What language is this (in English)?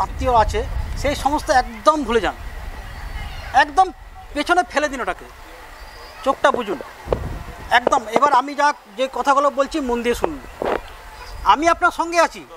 Bangla